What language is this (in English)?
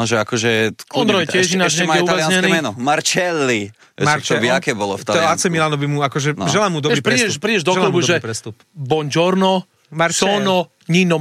Slovak